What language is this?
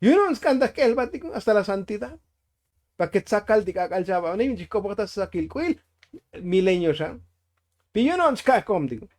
Tzotzil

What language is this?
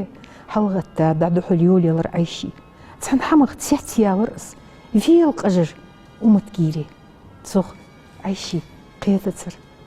Ingush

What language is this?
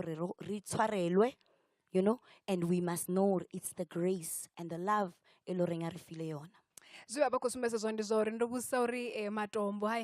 Venda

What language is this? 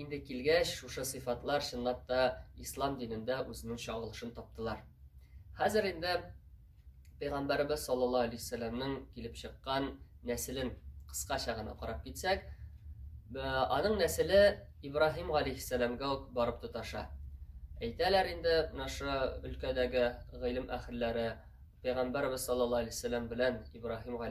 Tatar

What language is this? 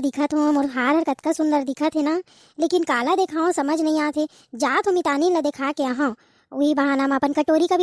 Chhattisgarhi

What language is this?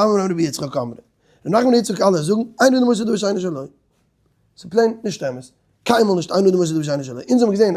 Yiddish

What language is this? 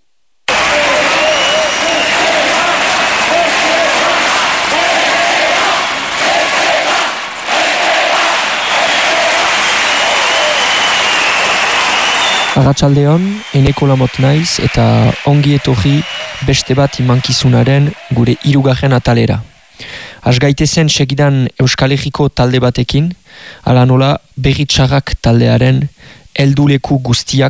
Basque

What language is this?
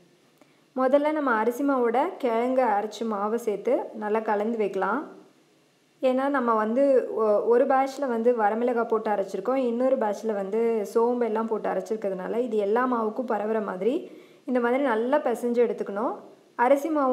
Tamil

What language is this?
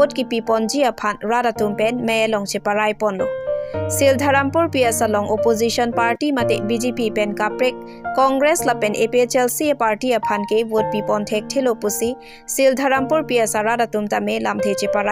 Karbi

